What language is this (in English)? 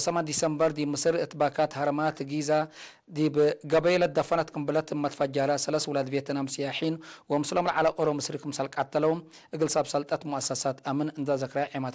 Tigre